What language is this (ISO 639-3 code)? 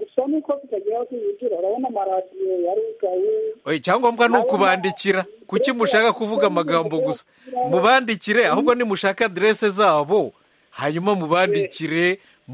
kin